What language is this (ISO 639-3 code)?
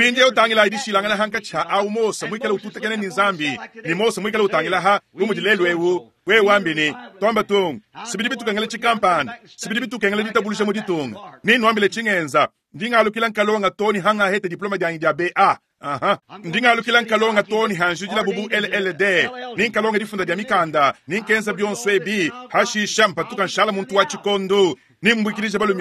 lua